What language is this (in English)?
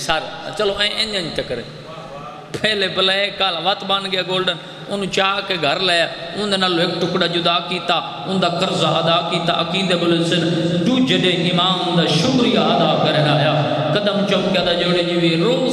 Saraiki